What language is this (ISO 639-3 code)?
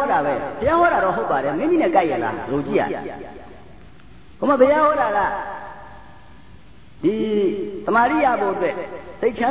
mya